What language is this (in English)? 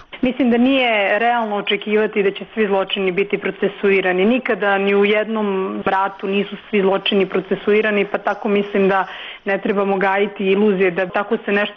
Croatian